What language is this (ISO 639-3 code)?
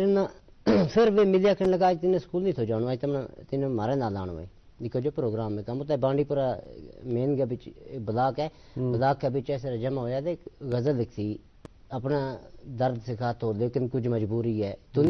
gju